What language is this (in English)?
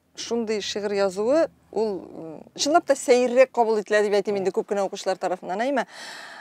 Tatar